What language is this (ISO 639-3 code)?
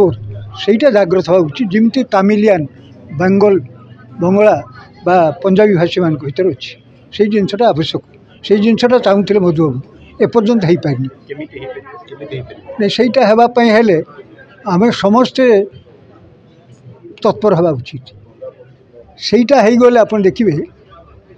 ori